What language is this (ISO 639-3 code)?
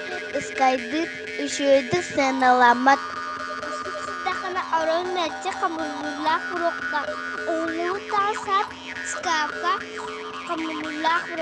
sah